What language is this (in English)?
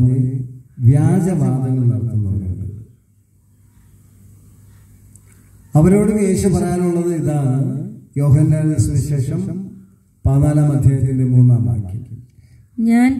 Malayalam